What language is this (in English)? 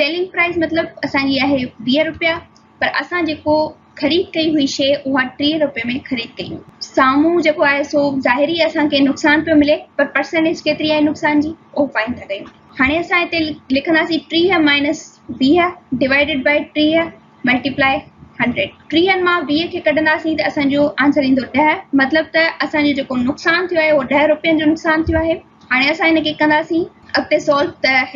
Sindhi